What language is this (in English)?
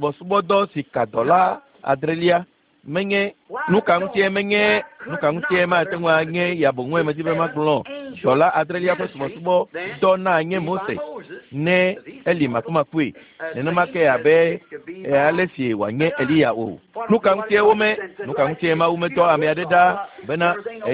Ewe